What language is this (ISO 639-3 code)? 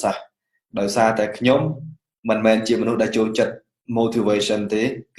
khm